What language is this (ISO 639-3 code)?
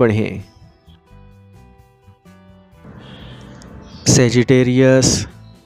urd